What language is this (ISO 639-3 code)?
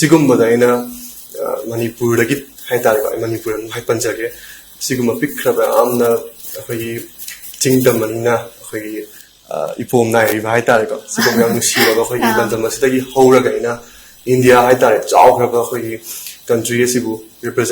mni